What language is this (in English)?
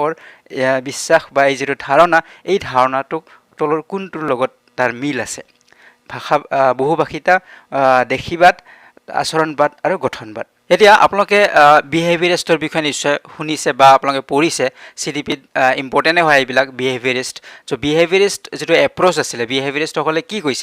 Assamese